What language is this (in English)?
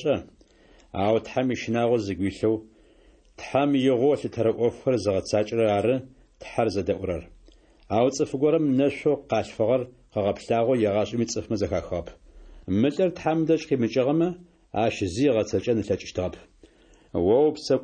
Adyghe